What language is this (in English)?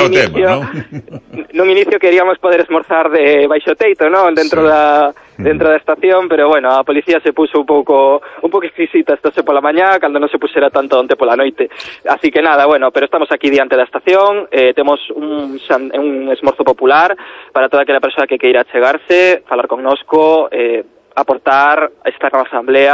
Galician